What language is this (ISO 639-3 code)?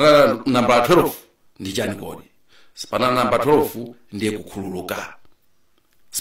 nya